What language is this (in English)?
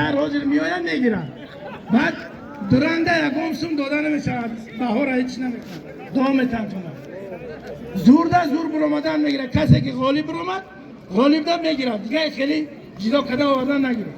Tajik